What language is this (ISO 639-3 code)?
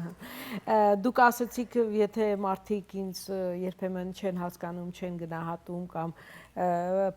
hyw